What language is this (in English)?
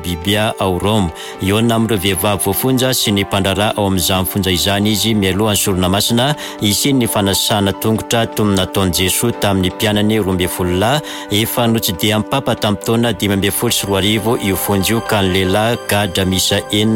Malagasy